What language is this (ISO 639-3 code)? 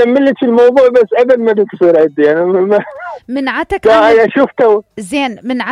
acm